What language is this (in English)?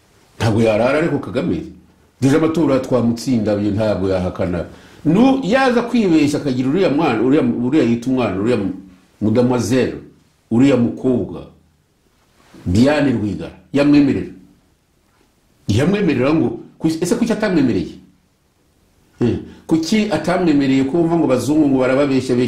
Kinyarwanda